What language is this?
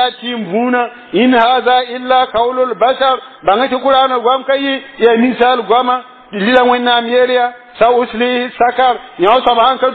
Mossi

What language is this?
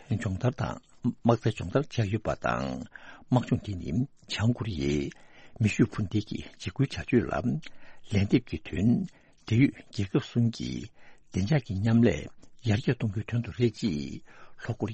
Tibetan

